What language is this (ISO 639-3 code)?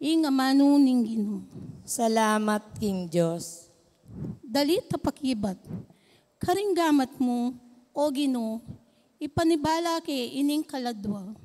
pam